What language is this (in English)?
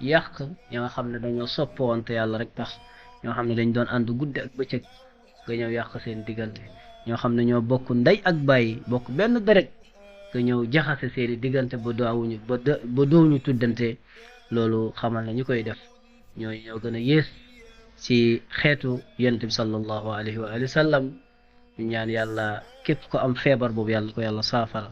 Wolof